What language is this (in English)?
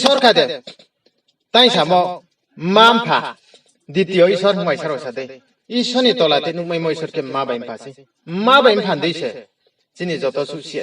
Riang (India)